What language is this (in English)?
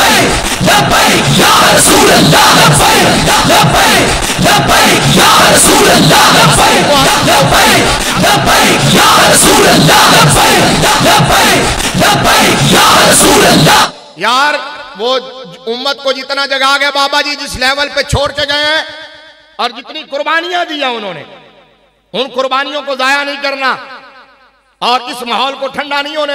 Hindi